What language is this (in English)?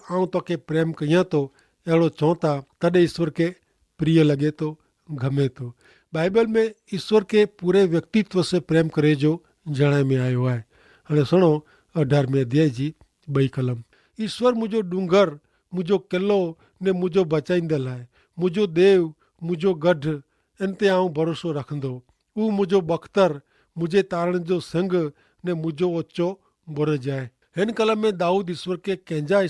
Kachhi